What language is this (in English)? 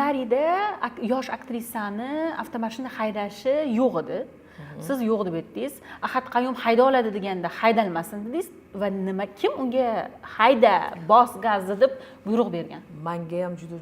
Uzbek